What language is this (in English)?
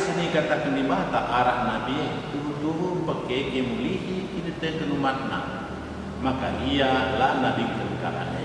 Batak Karo